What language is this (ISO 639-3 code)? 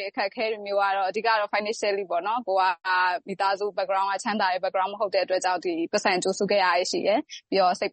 mya